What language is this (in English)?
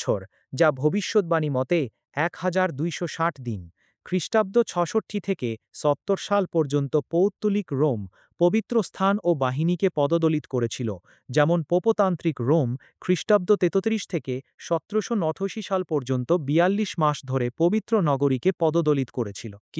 Bangla